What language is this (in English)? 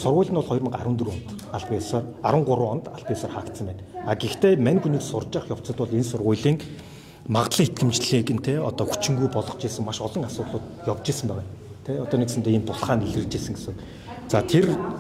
Mongolian